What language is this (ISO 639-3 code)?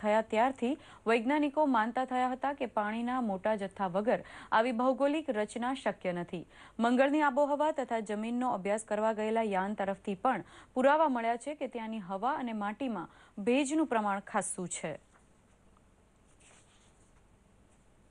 guj